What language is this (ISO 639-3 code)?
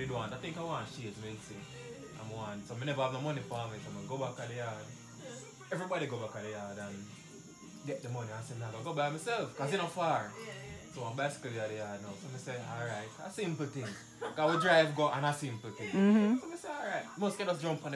jam